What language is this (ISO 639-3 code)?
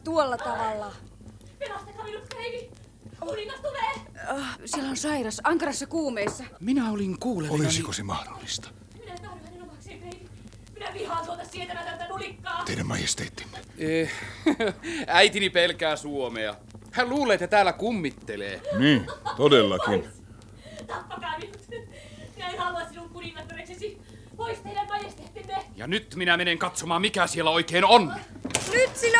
fin